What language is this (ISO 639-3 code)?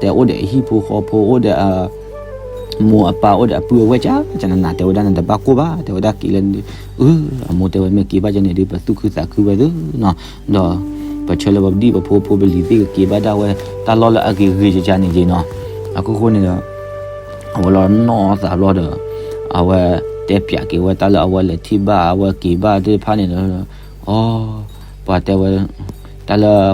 ksw